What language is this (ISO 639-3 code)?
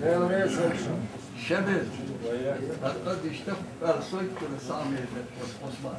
che